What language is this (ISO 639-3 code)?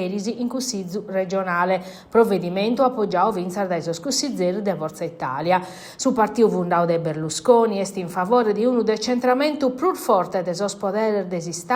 srd